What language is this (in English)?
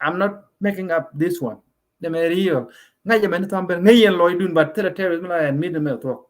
Nuer